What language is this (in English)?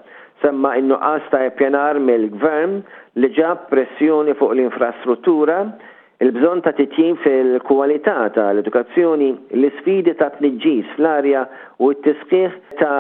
Maltese